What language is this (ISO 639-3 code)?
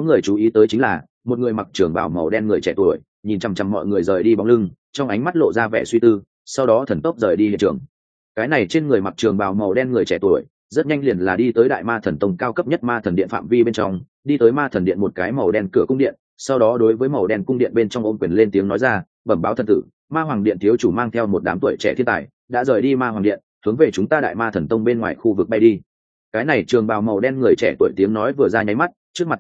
vie